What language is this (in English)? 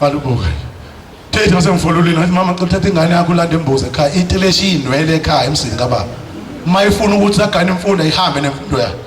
Zulu